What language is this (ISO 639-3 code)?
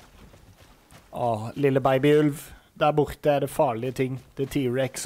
nor